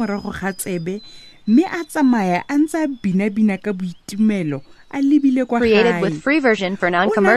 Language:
Tswana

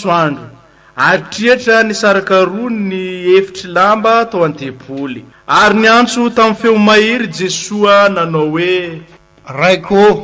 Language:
Malagasy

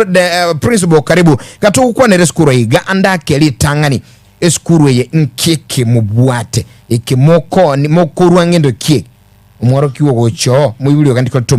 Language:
Gusii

